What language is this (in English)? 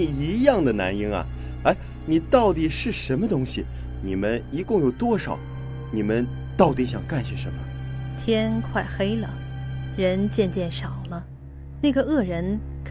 Chinese